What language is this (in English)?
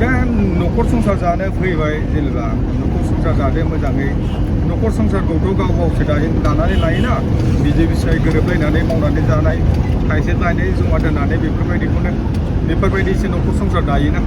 Bodo